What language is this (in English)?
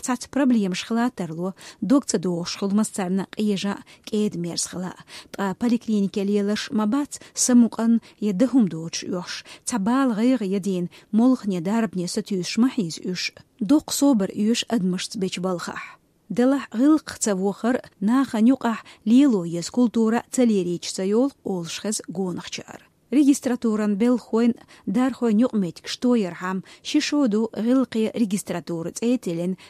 Chechen